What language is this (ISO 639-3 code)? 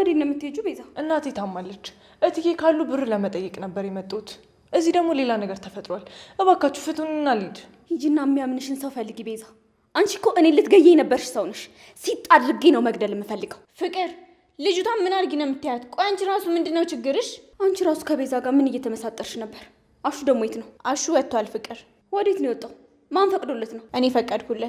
amh